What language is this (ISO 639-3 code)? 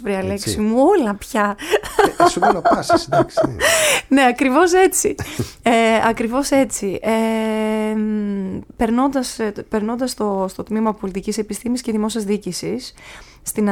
ell